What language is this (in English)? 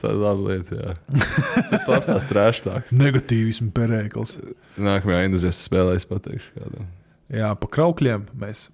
Latvian